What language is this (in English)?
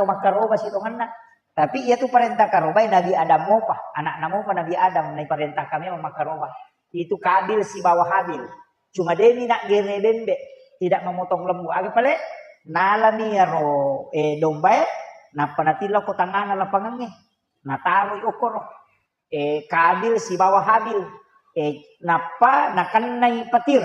Buginese